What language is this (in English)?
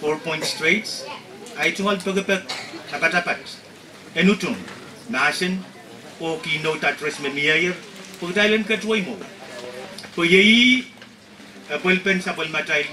Pohnpeian